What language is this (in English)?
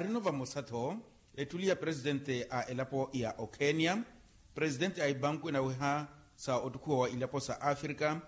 Makhuwa